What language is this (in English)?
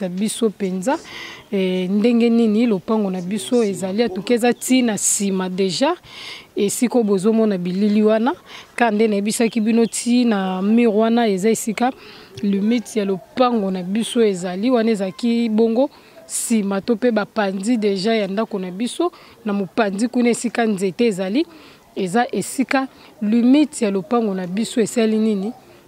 Lingala